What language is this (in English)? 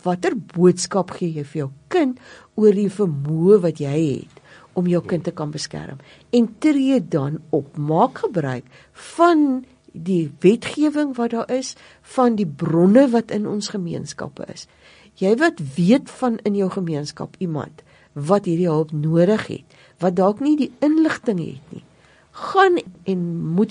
Afrikaans